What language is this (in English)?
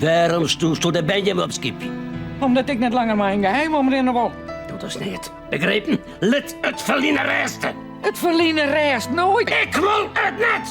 Western Frisian